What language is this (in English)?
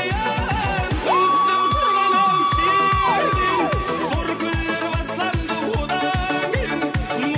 Kara-Kalpak